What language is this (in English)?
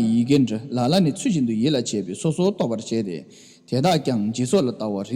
Tibetan